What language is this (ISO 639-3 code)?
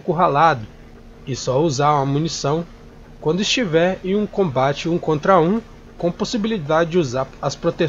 por